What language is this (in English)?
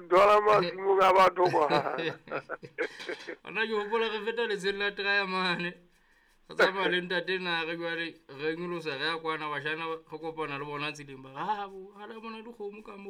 Southern Sotho